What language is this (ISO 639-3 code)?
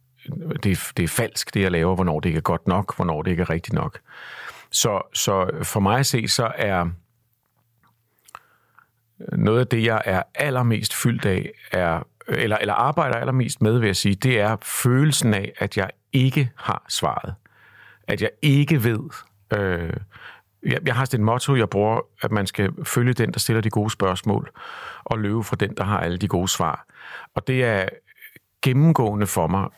dan